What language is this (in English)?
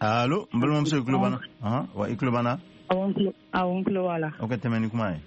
Bambara